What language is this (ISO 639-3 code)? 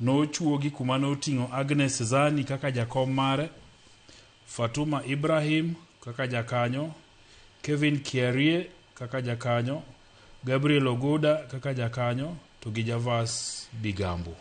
luo